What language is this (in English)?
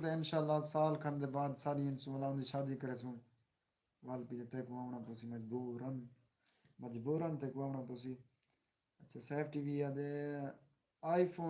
Saraiki